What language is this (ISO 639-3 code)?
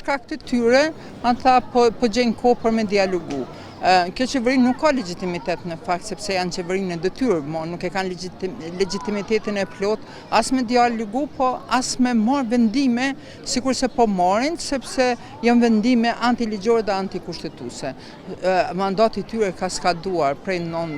sqi